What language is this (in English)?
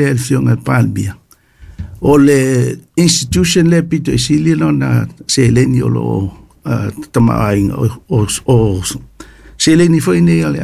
Samoan